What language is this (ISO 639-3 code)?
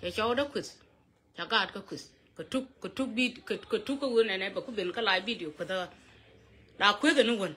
nus